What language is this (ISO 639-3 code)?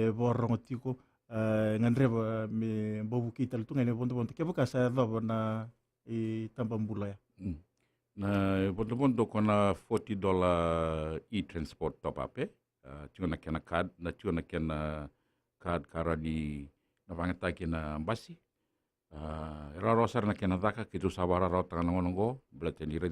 fij